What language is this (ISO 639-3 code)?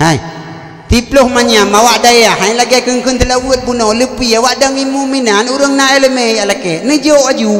ace